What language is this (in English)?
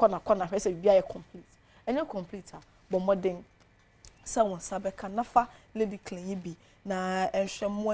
Akan